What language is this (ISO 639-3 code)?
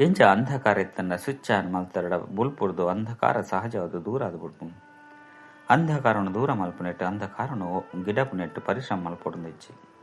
tcy